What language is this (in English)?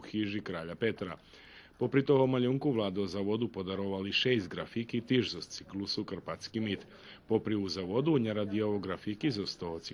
Rusyn